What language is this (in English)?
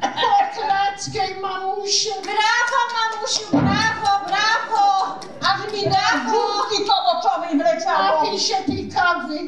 Silesian